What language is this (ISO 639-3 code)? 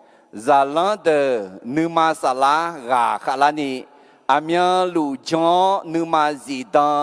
ahk